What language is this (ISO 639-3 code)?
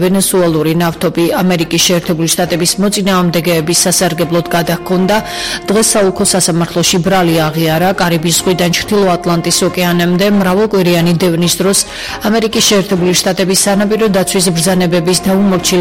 kat